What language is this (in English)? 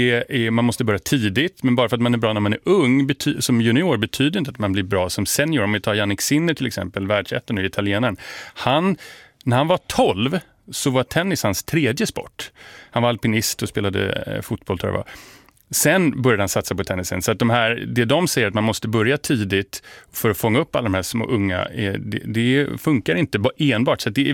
Swedish